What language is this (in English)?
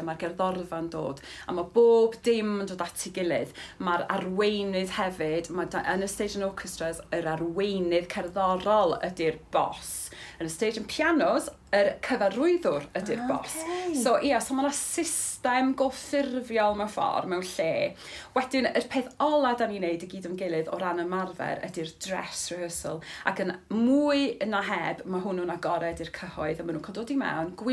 Welsh